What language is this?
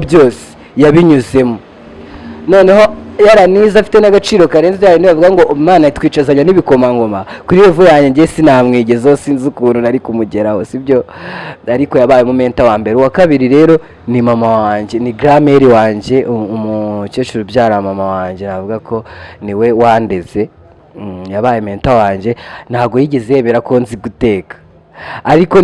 Kinyarwanda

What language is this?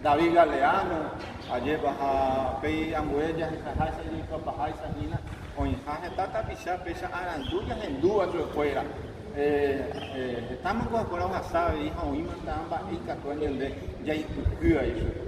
Guarani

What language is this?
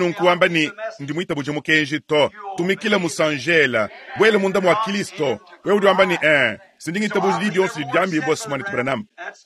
Luba-Lulua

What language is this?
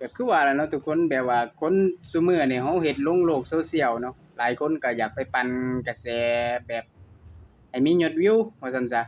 Lao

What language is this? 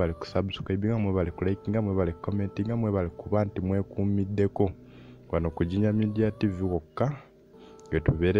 Ganda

